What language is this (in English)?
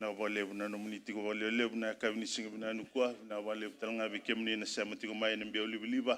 Fijian